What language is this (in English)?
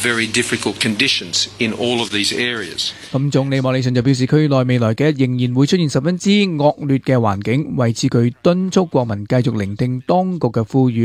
Cantonese